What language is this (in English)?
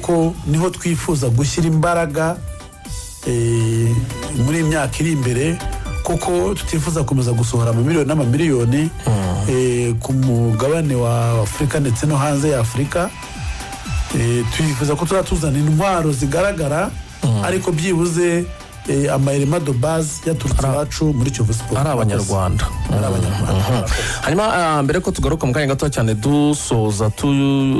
Kinyarwanda